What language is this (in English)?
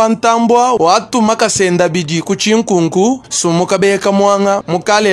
Luba-Lulua